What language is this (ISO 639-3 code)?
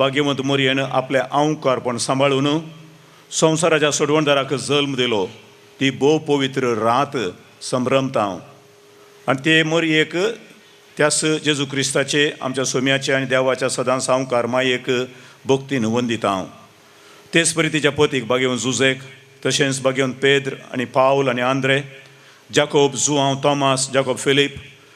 kok